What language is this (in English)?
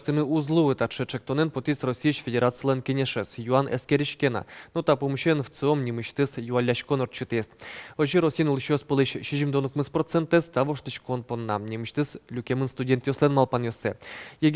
Udmurt